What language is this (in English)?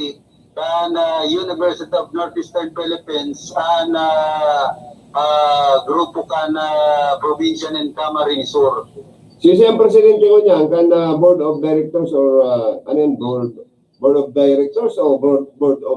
Bikol